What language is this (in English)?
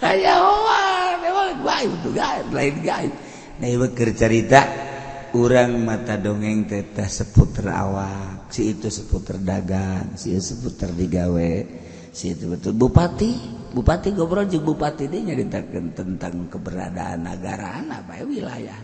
Sundanese